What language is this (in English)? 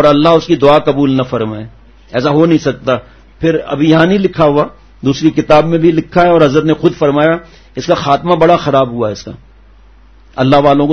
Urdu